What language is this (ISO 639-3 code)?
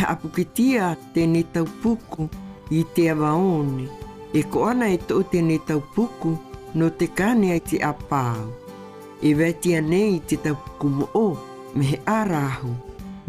mqm